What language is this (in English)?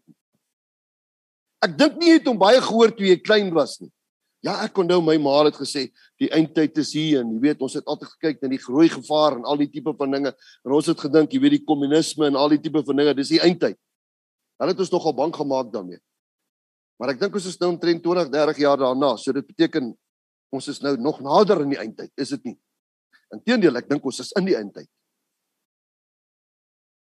Afrikaans